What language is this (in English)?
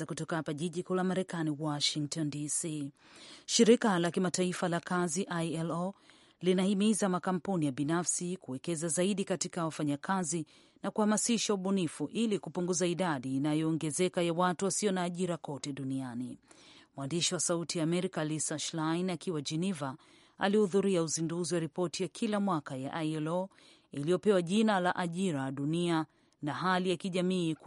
Swahili